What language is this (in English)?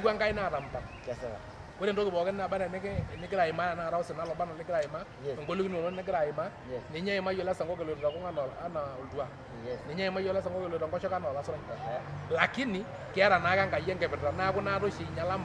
Masai